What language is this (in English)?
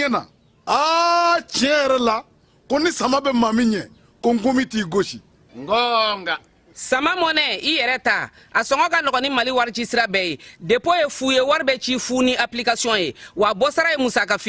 Bambara